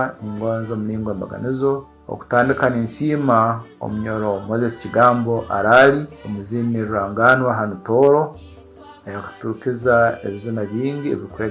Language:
Tooro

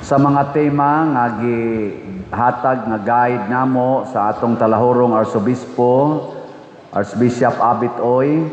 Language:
Cebuano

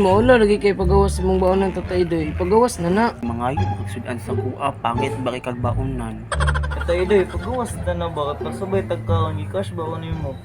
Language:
Cebuano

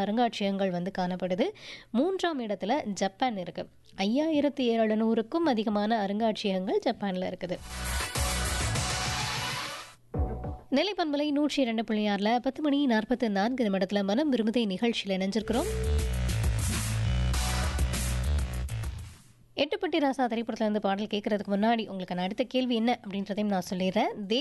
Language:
Tamil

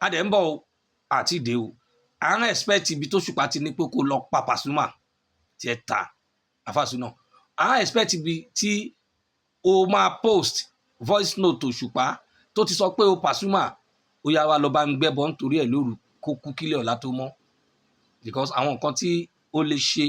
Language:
Yoruba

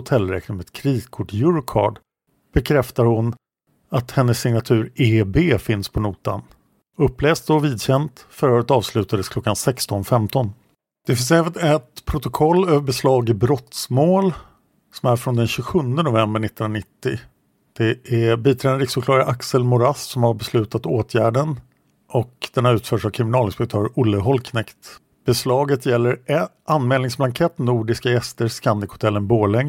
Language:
Swedish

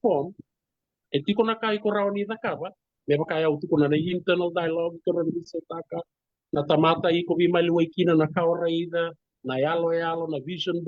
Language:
Fijian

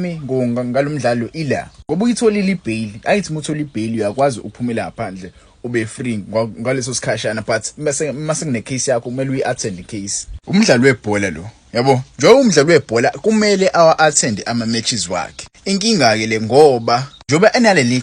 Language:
Zulu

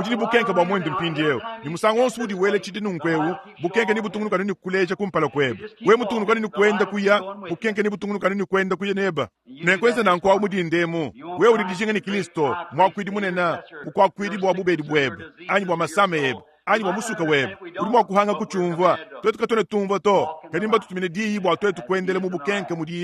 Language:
Luba-Lulua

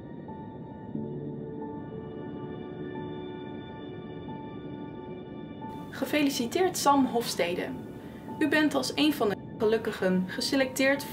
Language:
Dutch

